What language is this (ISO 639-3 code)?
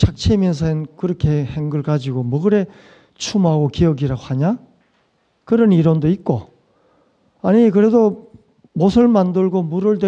kor